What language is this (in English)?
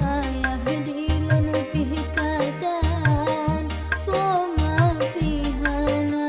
Achinese